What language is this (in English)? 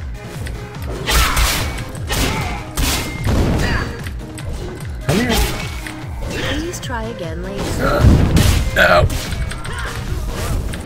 English